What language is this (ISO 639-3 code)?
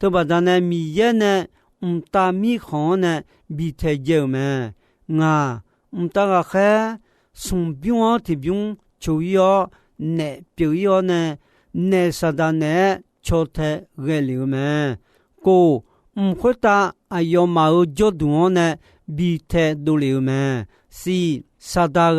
ahk